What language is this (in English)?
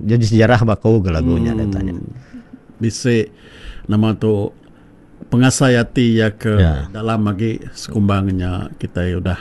Iban